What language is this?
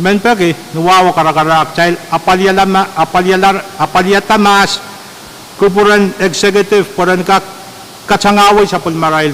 Pohnpeian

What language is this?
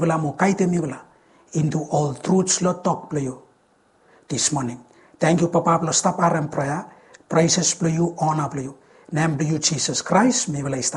Bislama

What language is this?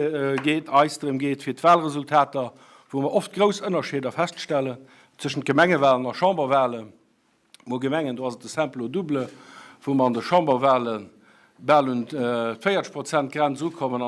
Luxembourgish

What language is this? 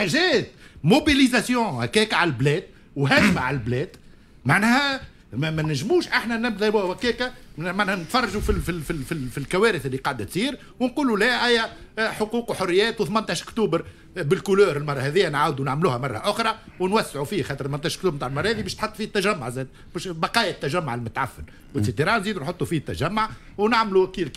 Tunisian Arabic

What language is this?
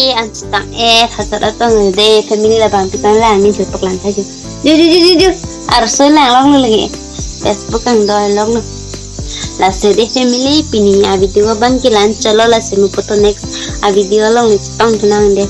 Karbi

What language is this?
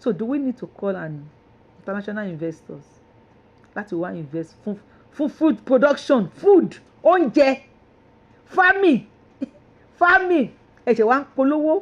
Yoruba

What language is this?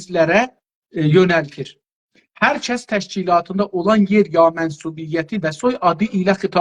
South Azerbaijani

